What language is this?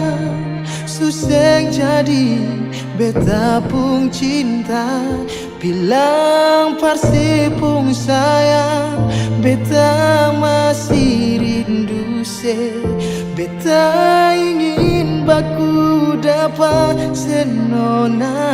Ambonese Malay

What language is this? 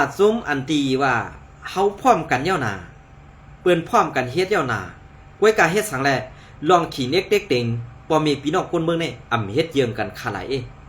Shan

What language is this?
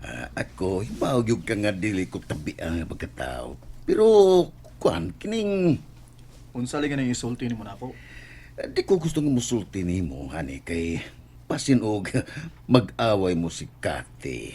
Cebuano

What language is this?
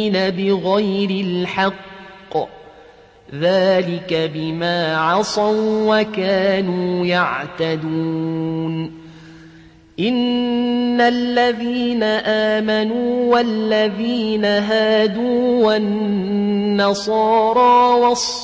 Arabic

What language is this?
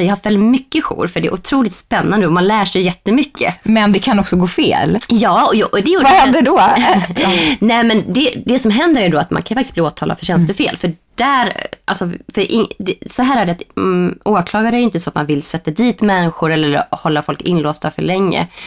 Swedish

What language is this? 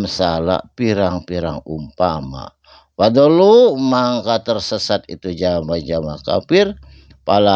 Sundanese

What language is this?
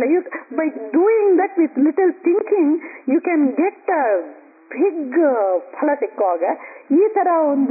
Kannada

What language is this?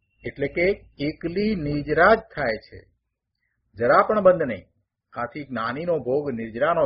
Gujarati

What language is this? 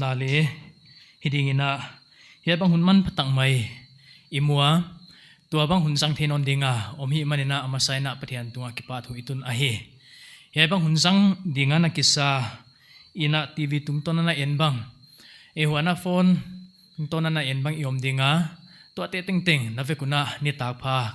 Paite Chin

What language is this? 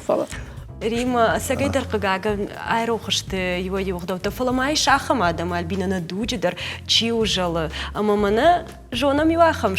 Ossetic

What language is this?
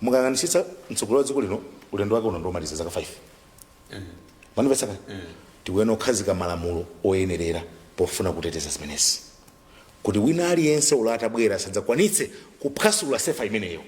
Nyanja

